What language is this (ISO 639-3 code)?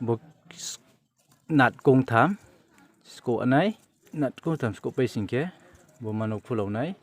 ria